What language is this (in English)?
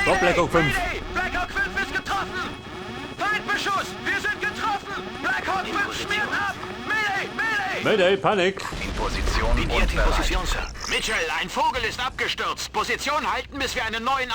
Bavarian